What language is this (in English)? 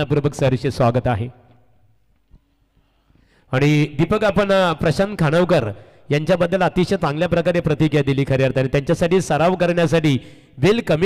Marathi